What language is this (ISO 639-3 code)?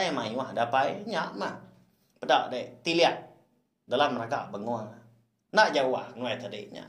iba